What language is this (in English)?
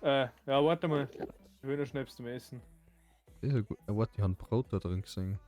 Bavarian